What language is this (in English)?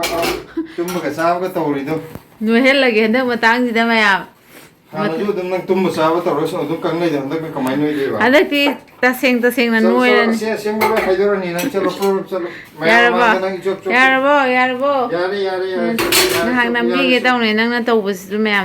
Manipuri